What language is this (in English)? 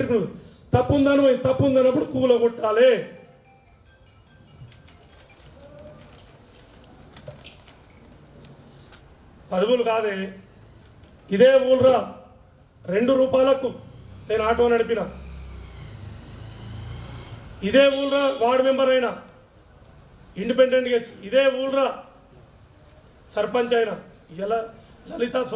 Telugu